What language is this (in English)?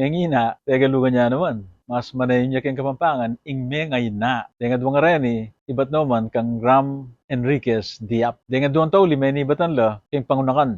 Pampanga